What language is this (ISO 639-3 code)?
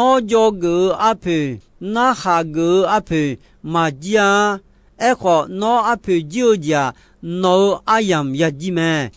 ahk